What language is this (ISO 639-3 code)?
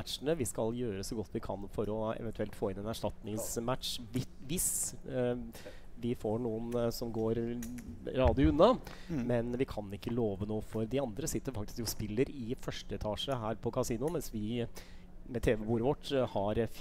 nor